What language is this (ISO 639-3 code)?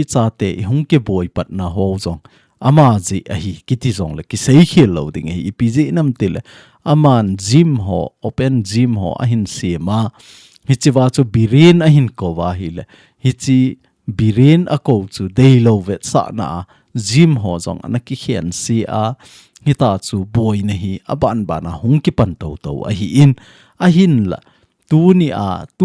tcz